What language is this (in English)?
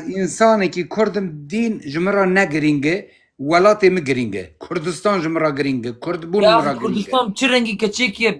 Kurdish